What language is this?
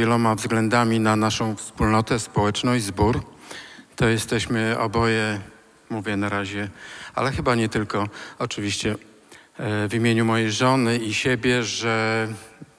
Polish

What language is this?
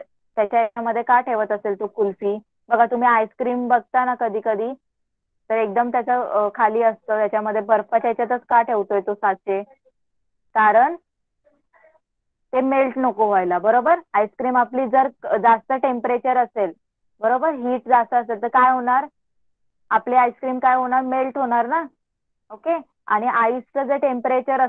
Marathi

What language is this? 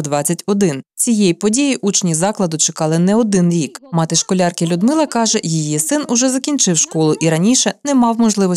Ukrainian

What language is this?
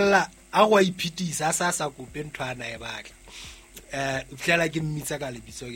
Southern Sotho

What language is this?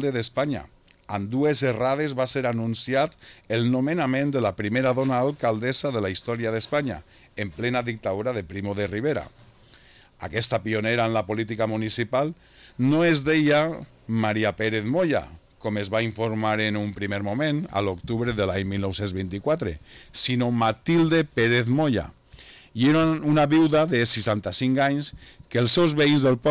Catalan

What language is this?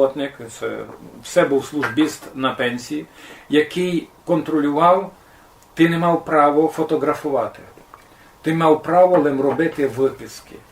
Rusyn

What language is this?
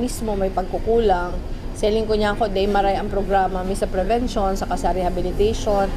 Bikol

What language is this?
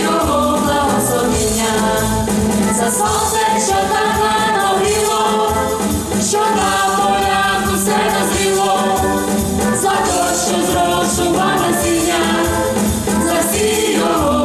Ukrainian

